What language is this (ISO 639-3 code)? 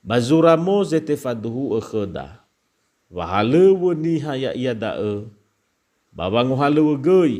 nia